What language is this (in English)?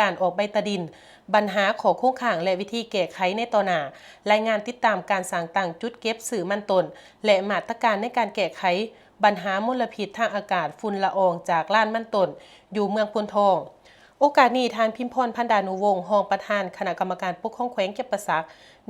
Lao